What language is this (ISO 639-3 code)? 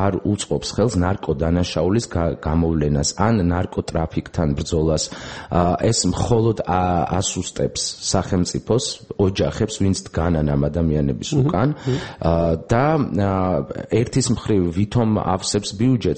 kat